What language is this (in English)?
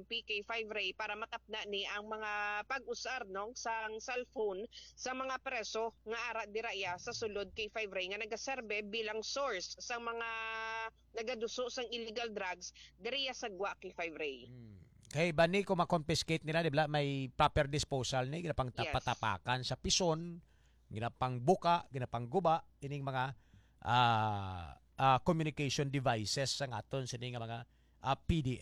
Hiligaynon